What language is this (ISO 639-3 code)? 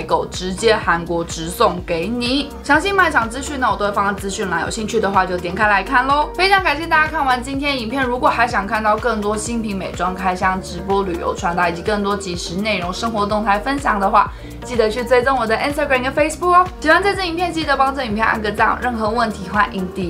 zho